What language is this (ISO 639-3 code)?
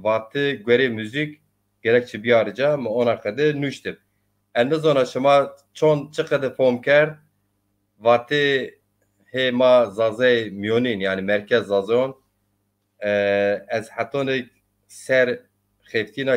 zza